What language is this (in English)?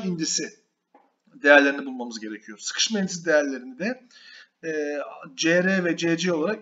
Turkish